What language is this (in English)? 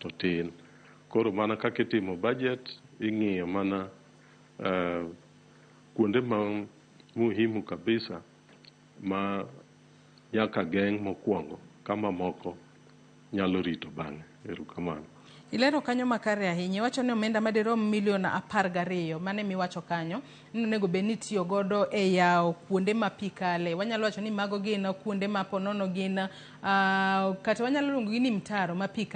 Luo (Kenya and Tanzania)